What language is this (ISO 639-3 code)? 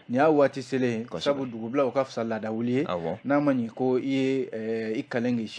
bam